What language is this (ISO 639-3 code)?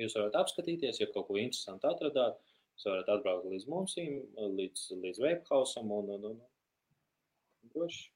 lav